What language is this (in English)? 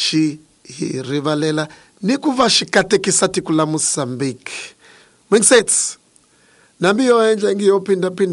Tsonga